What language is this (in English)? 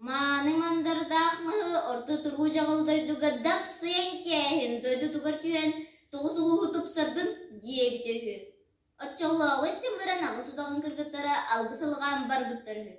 Yakut